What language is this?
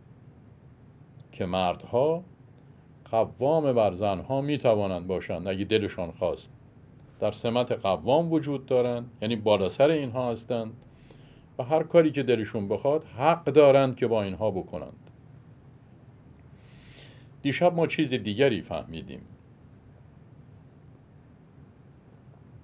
Persian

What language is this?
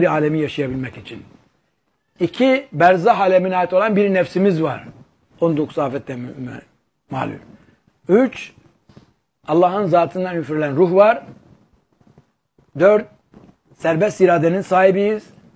Turkish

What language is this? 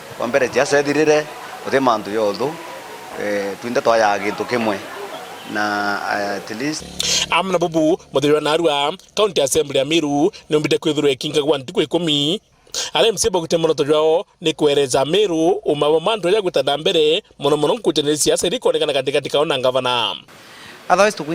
Meru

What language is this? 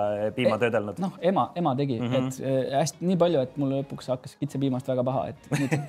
Estonian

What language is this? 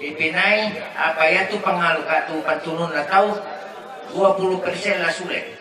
Toraja-Sa'dan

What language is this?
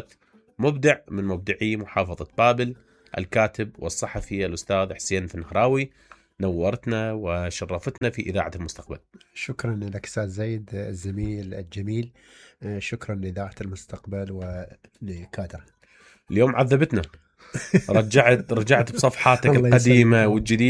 Mesopotamian Arabic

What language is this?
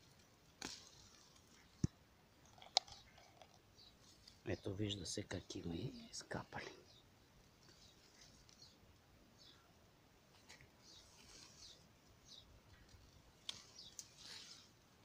Bulgarian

